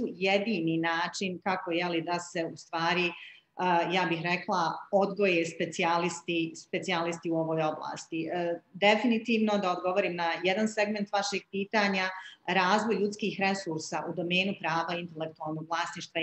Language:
Bosnian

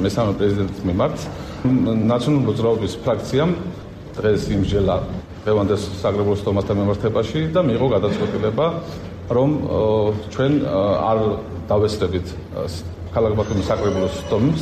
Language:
Georgian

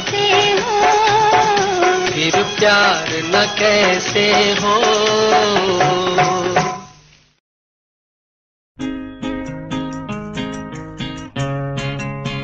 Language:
Hindi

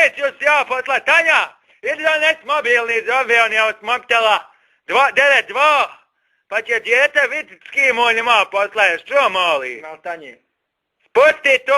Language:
Bosnian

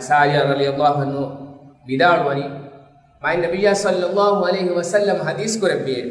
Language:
Divehi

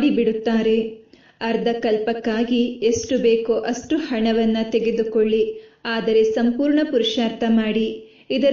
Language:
Kannada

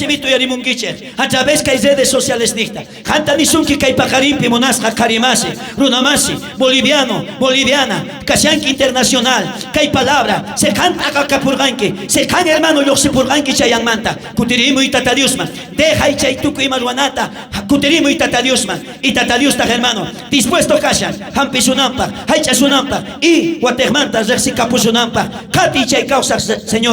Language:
South Bolivian Quechua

